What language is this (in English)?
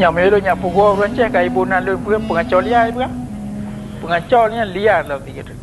Achinese